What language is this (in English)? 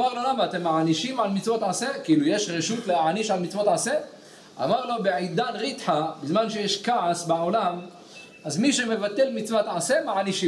Hebrew